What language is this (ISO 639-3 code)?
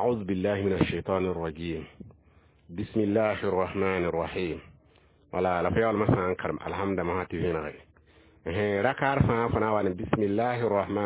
mos